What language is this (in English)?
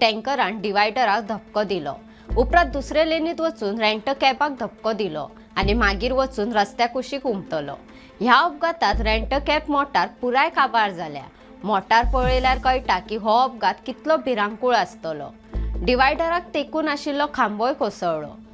Konkani